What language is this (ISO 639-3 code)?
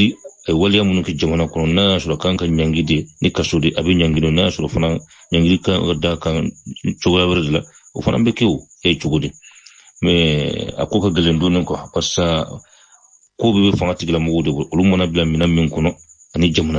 bam